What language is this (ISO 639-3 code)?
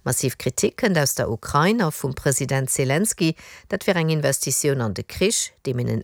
ltz